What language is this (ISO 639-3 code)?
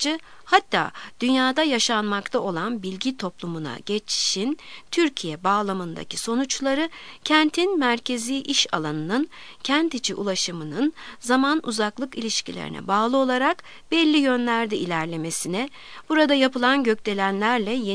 tur